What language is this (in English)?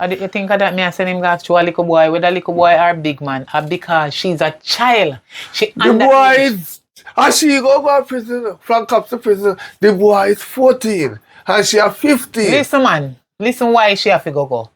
Jamaican Creole English